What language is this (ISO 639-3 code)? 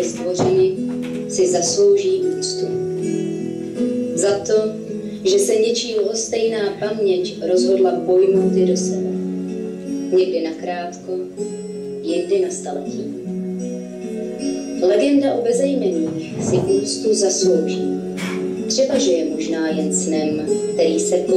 ces